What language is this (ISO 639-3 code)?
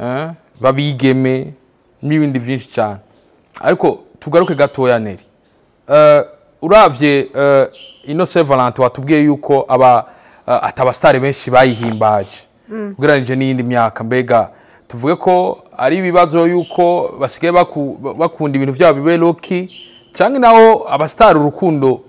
run